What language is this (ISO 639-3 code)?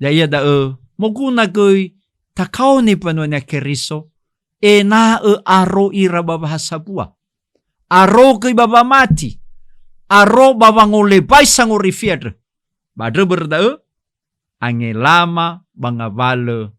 nia